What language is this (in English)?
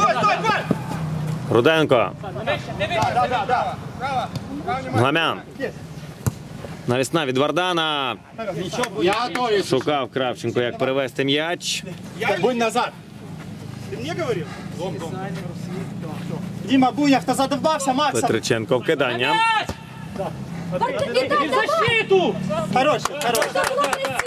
Ukrainian